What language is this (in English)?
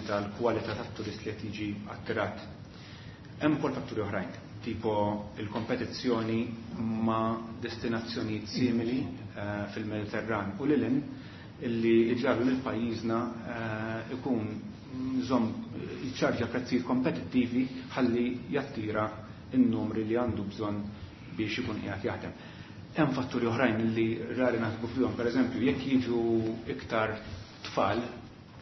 Maltese